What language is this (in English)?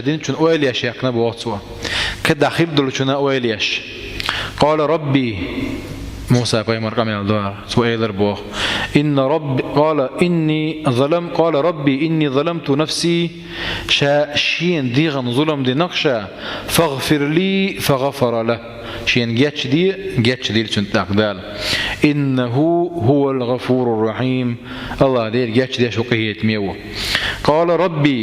Chechen